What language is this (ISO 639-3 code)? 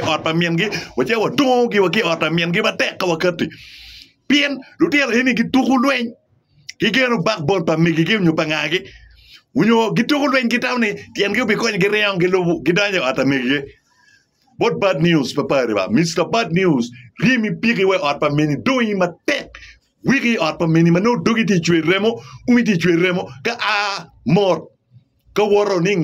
ach